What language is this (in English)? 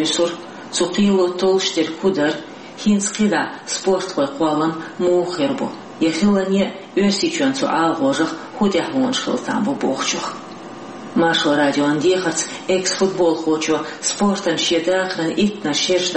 Chechen